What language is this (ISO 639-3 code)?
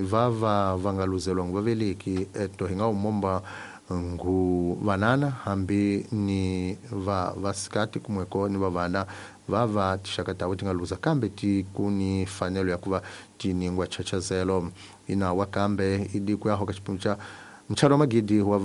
tso